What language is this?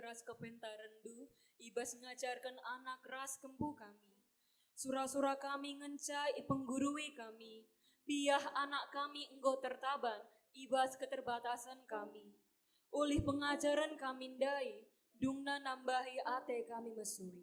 Batak Karo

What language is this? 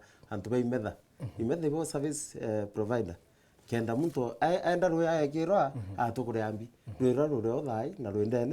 Meru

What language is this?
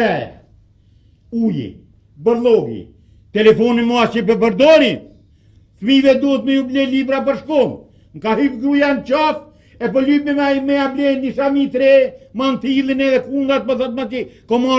Albanian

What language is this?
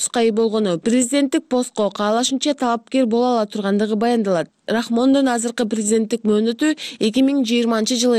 Kyrgyz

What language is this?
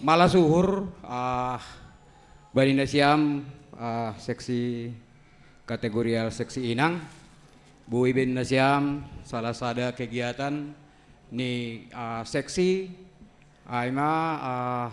Batak Simalungun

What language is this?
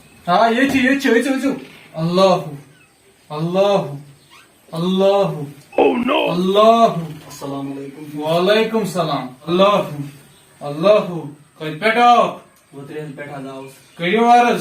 Kashmiri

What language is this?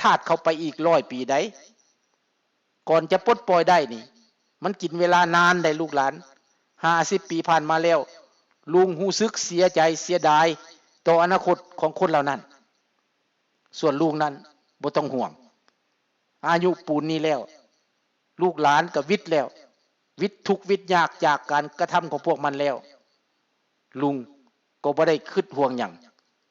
Lao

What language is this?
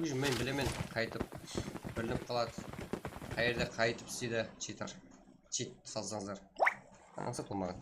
Kara-Kalpak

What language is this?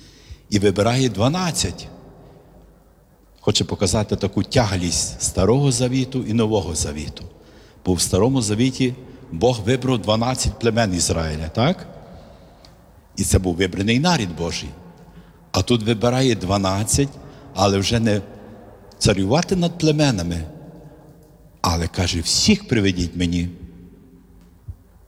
Ukrainian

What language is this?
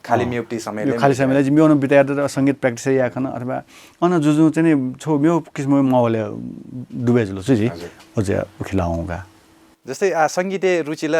Newari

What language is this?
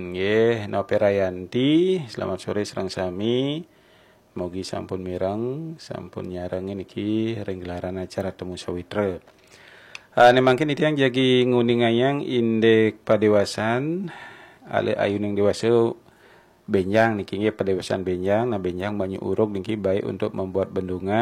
Balinese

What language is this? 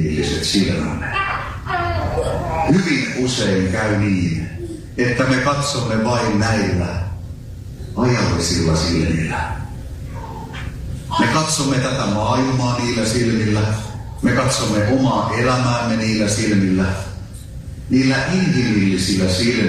Finnish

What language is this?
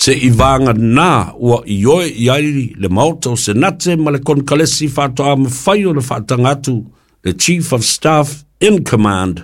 Samoan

